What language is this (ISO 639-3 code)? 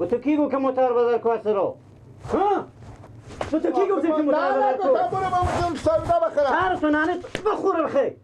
fas